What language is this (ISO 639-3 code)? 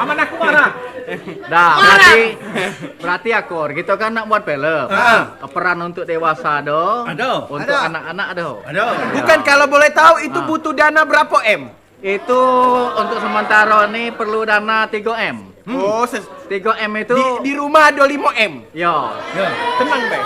mui